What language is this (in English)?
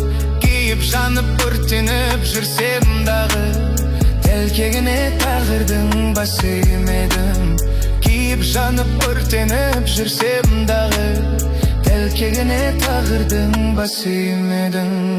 Kazakh